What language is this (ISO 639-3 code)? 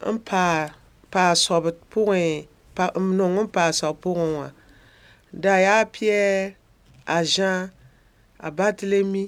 mos